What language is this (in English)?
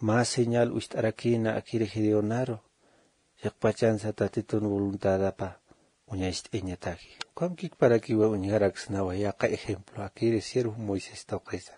Aymara